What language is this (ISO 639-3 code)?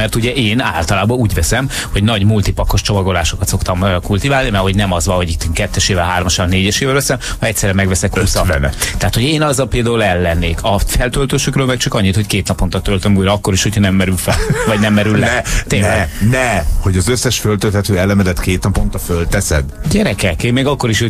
hun